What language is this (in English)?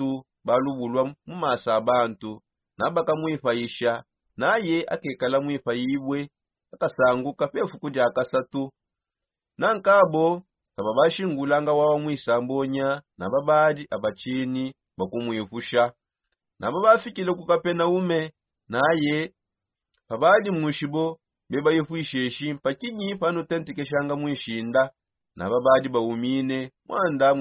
Songe